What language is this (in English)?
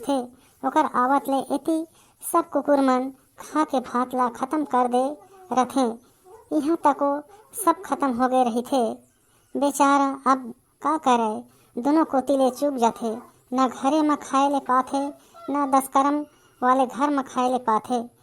Chhattisgarhi